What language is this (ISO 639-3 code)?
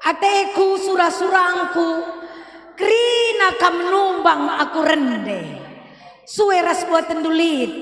btx